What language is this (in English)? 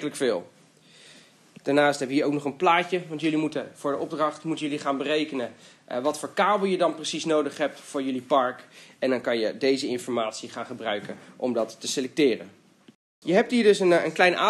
Dutch